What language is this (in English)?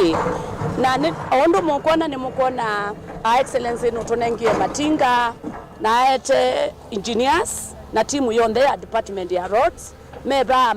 Kamba